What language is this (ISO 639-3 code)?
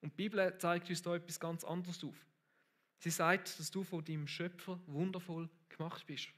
gsw